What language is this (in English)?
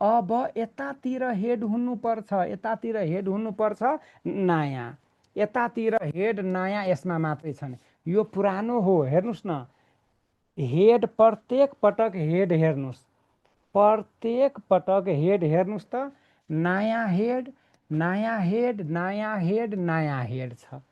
Nepali